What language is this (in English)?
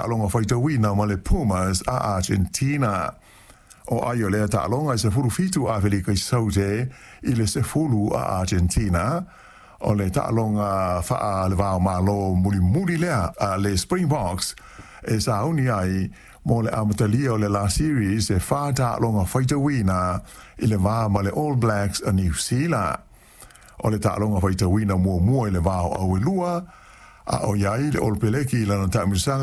Samoan